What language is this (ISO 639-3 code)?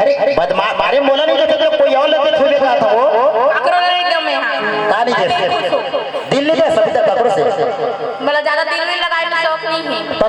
hne